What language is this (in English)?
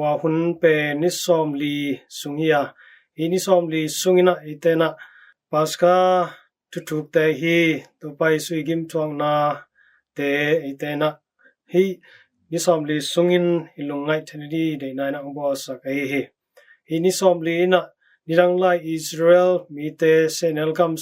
Tedim Chin